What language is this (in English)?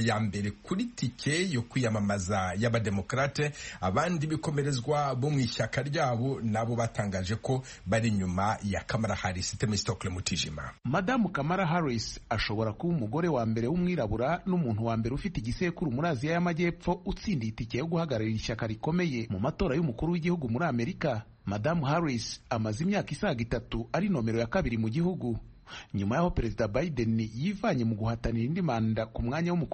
Kinyarwanda